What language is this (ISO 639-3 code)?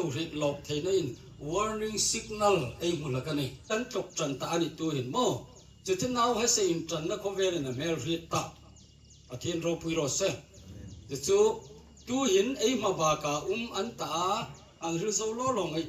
hmr